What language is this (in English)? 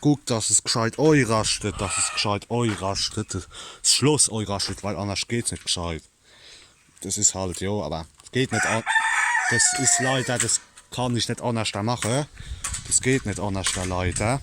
Palatine German